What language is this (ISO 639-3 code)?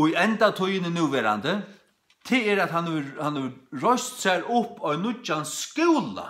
fao